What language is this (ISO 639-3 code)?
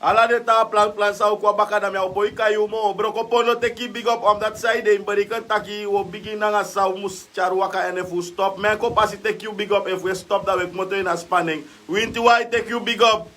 srn